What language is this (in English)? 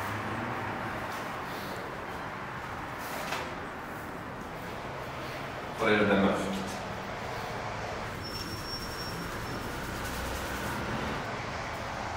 Norwegian